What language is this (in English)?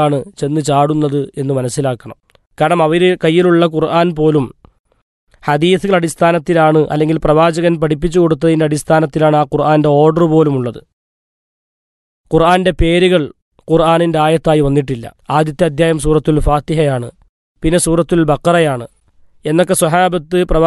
Malayalam